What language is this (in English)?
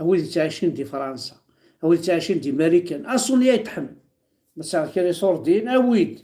Kabyle